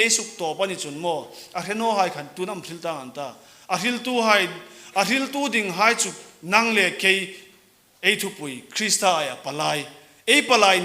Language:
Hmar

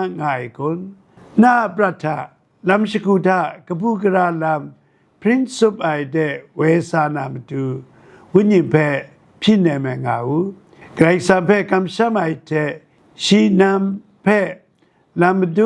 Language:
Kachin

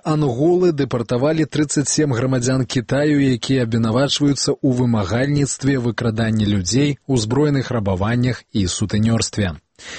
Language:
Belarusian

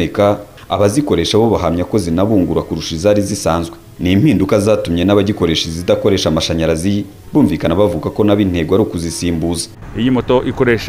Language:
Kinyarwanda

